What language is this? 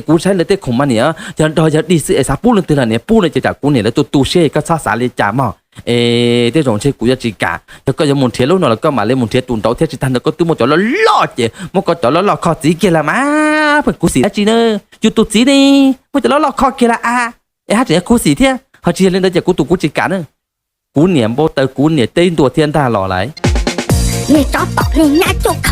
Hmong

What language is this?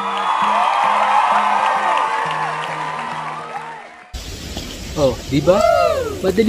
Filipino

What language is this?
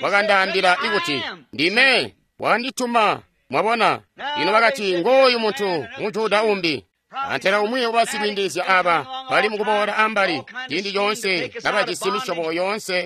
Tonga (Zambia)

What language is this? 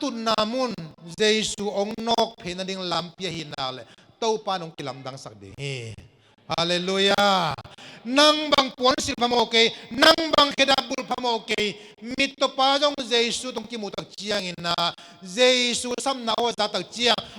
Tedim Chin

